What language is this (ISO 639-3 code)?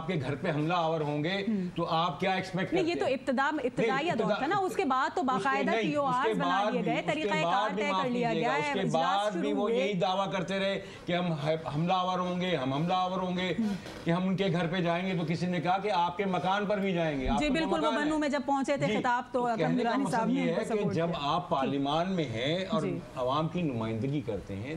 urd